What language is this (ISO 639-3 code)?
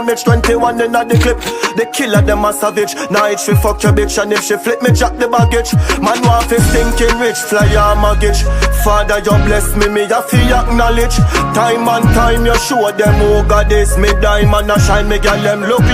jam